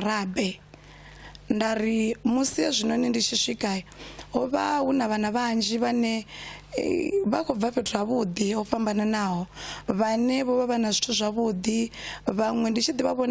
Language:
Venda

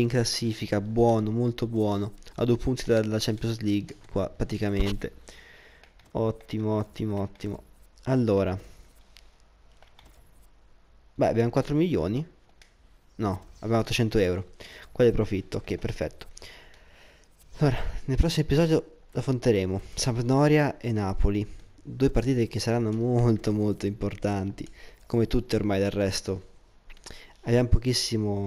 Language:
Italian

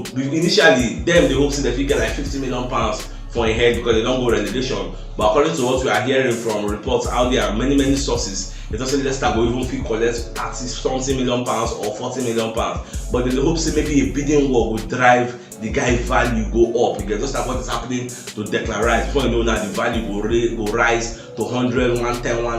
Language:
Nigerian Pidgin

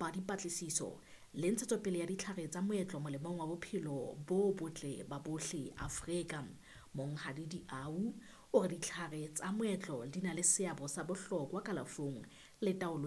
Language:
Southern Sotho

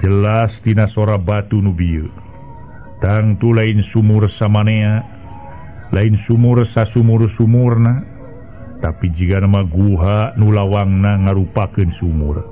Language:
Sundanese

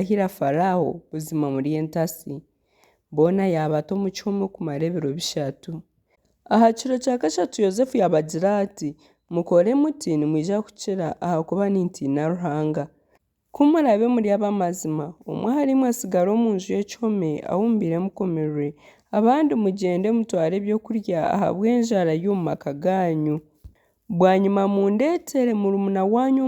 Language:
Nyankole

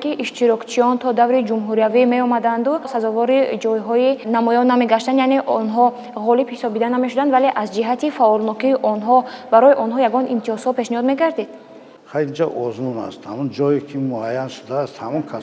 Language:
Tajik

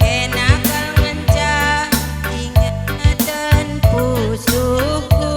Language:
Batak Karo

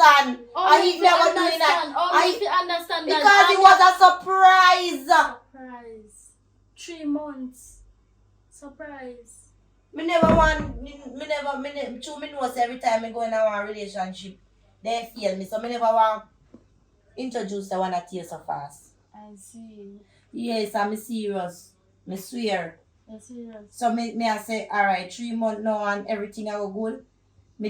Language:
Jamaican Creole English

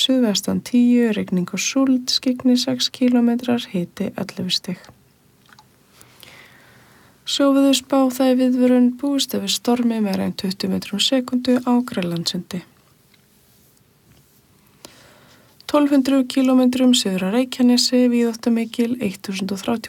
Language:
Icelandic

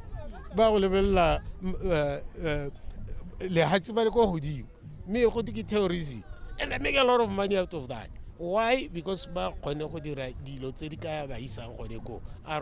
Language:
Tswana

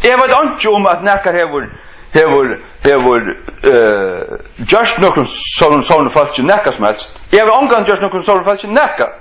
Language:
Faroese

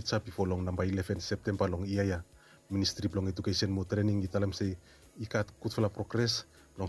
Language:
Bislama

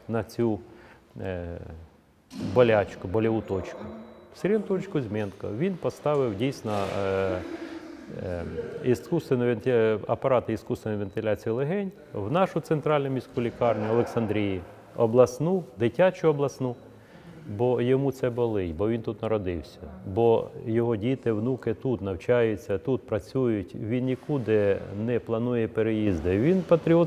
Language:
Ukrainian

